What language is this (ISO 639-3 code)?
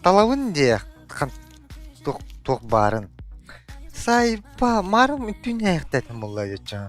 sah